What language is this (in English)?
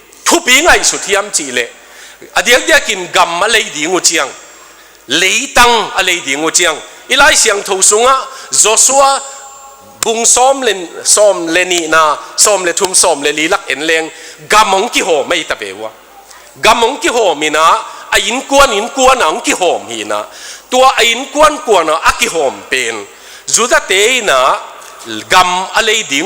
Tedim Chin